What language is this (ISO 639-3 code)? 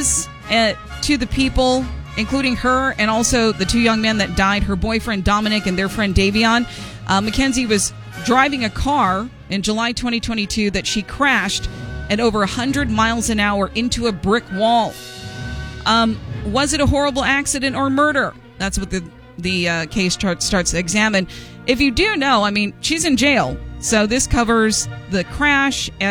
eng